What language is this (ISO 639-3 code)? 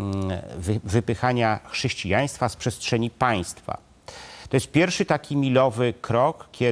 pol